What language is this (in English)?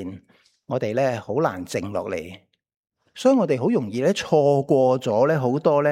Cantonese